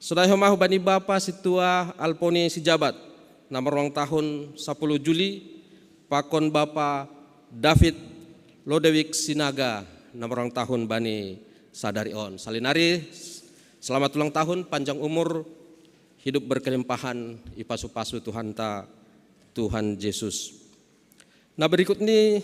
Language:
Batak Simalungun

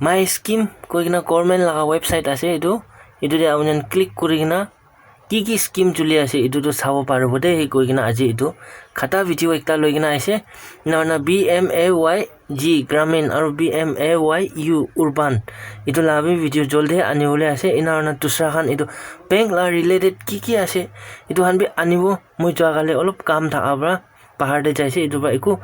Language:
Naga Pidgin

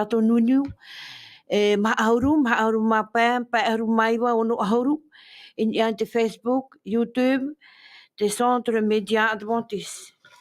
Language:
Tahitian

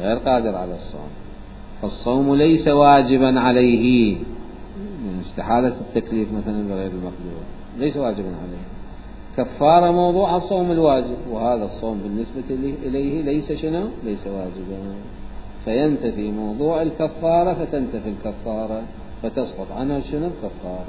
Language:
Mesopotamian Arabic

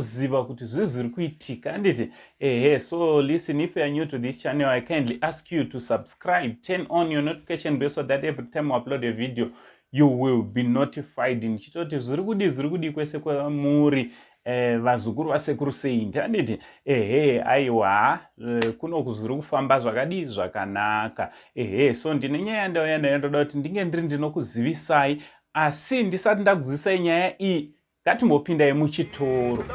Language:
Shona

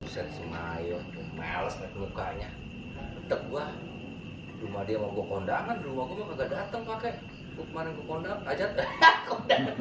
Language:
Betawi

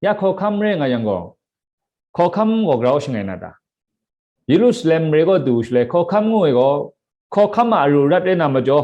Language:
Kachin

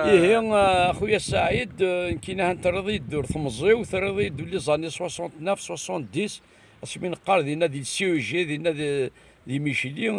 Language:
Kabyle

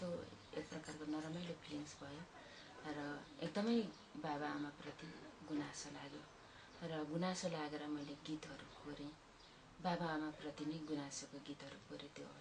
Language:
Nepali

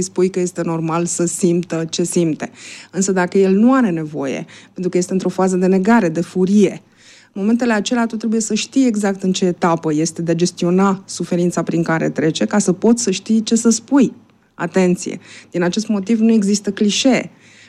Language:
Romanian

